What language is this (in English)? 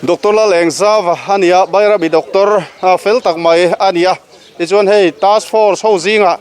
Mizo